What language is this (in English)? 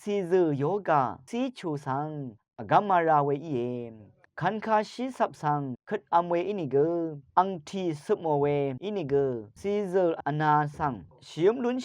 Rawang